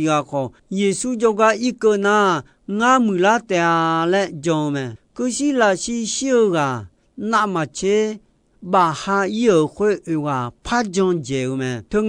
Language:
Akha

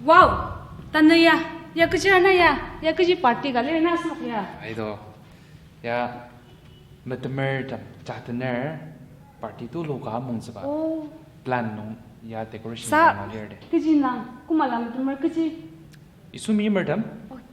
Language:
Ao Naga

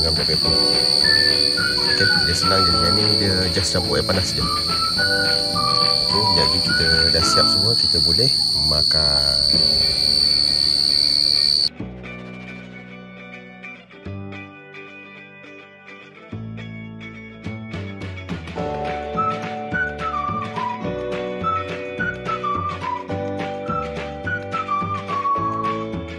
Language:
Malay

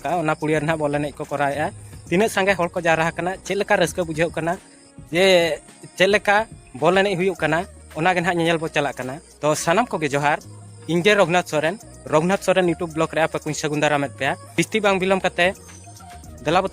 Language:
Santali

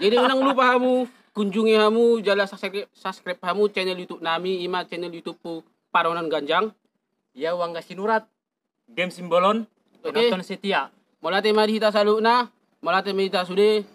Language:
Batak Toba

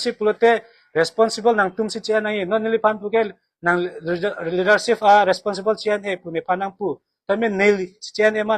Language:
Karbi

